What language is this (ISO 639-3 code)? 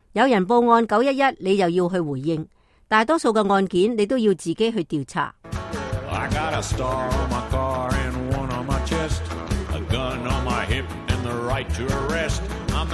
yue